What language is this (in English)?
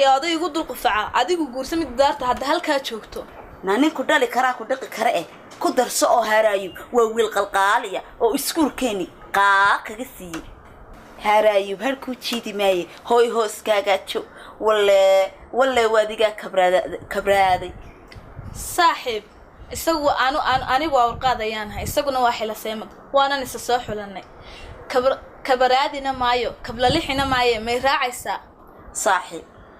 Somali